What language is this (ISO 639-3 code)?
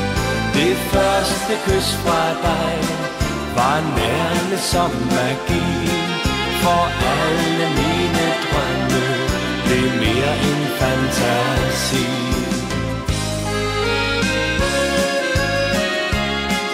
dan